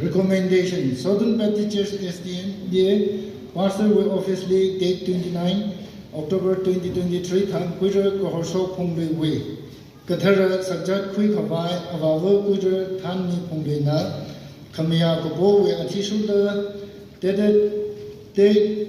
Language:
Tangkhul Naga (India)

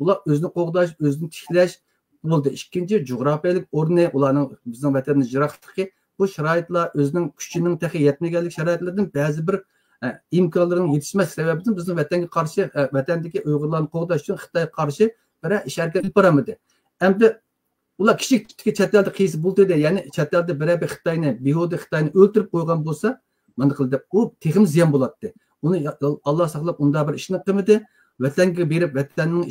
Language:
Uyghur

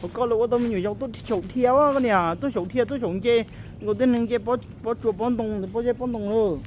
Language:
Hmong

